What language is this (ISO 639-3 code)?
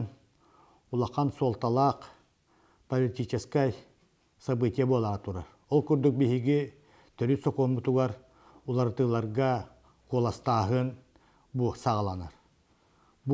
sah